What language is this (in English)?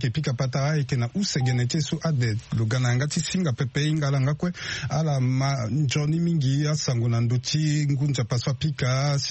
Sango